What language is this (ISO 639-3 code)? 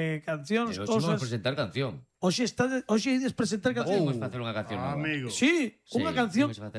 glg